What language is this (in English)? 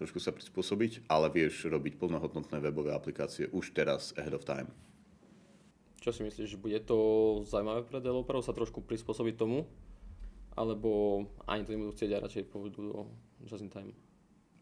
Slovak